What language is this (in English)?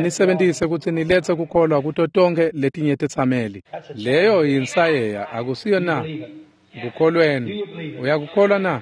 Swati